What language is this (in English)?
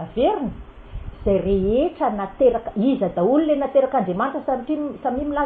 Malagasy